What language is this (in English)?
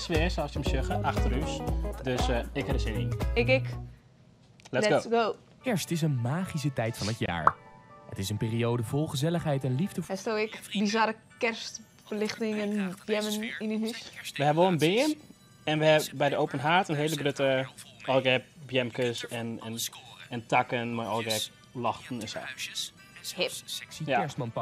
Western Frisian